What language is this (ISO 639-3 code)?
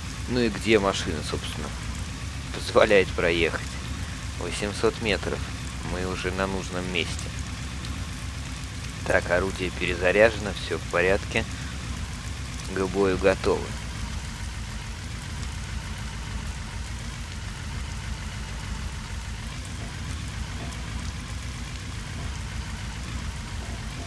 rus